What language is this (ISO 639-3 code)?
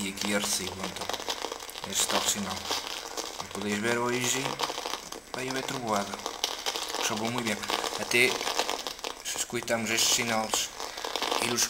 mwl